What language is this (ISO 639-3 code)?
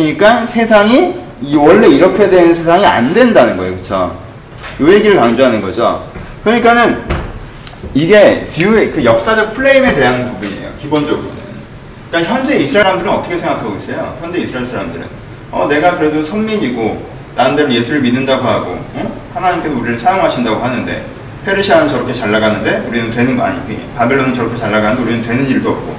kor